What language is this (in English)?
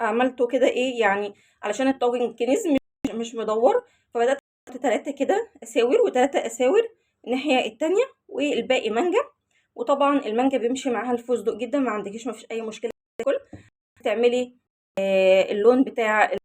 Egyptian Arabic